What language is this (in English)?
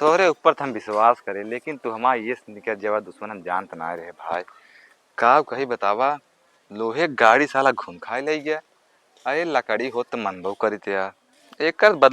Awadhi